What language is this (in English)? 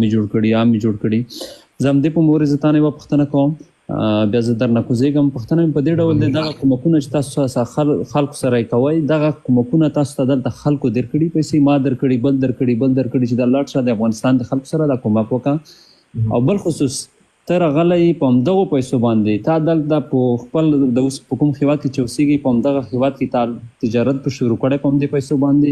Pashto